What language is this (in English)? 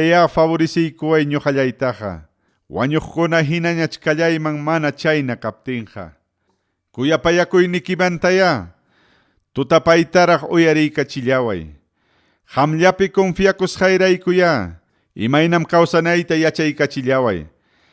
Ayacucho Quechua